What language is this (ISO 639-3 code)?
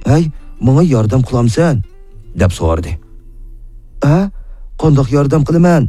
uig